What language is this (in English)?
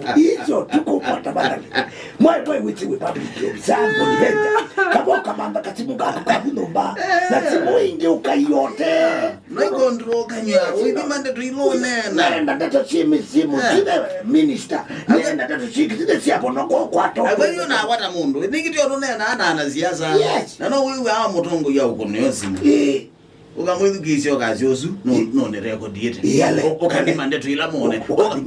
Kamba